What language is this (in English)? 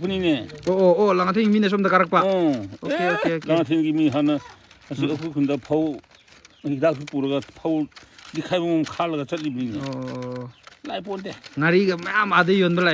Manipuri